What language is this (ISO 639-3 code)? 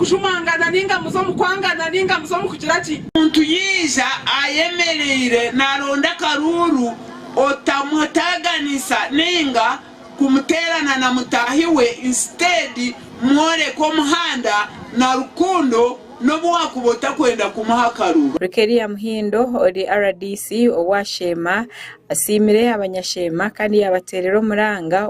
nyn